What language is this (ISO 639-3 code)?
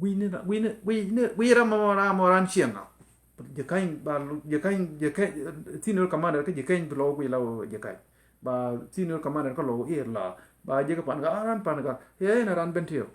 nus